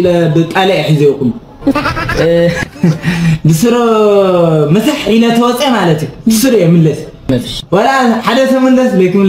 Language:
Tigrinya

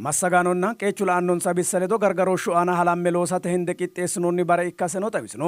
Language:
Sidamo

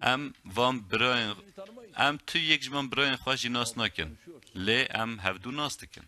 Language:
Kurdish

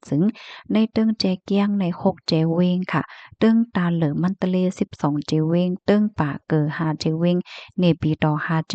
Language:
Shan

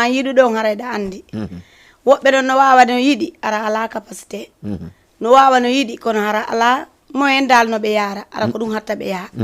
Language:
Fula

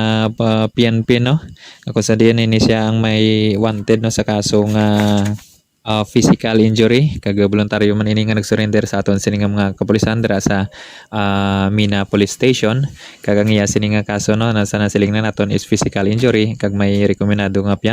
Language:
Hiligaynon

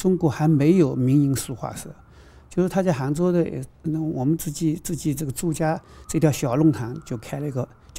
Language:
Chinese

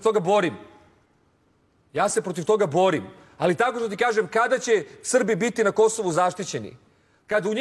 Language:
Serbian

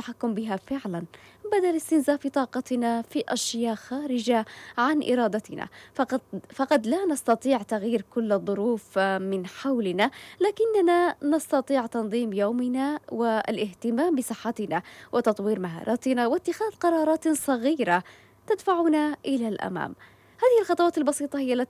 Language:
Arabic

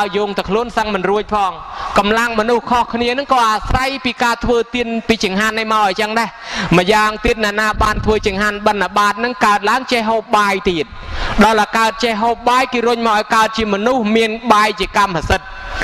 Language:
Khmer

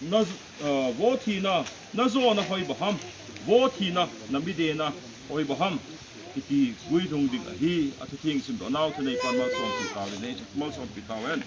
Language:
Thado Chin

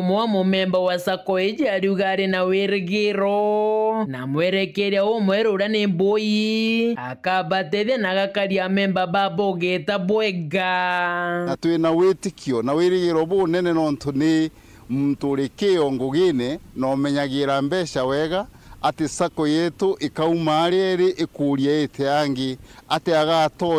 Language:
Meru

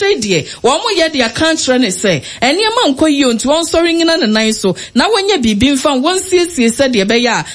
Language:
Akan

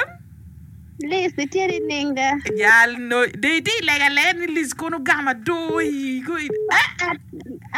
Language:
Acoli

